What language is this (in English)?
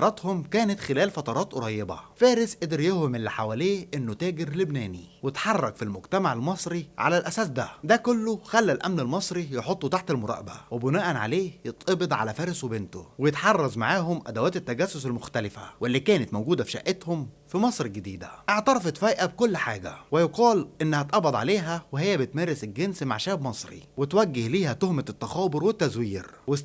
Egyptian Arabic